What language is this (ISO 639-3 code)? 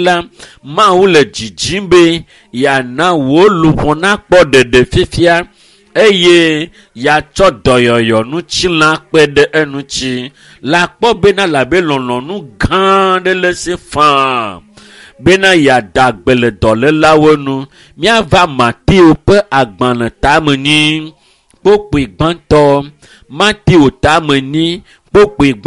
ewe